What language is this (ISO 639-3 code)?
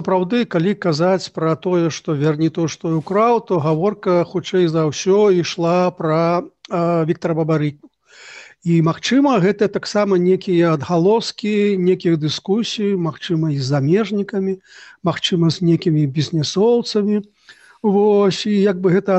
bel